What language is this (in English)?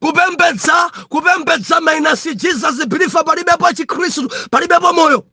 Nyanja